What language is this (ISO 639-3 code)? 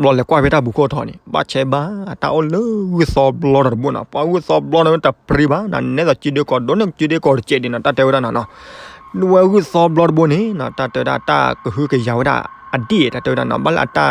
ksw